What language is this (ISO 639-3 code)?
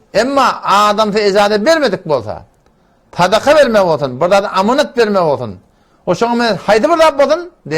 tuk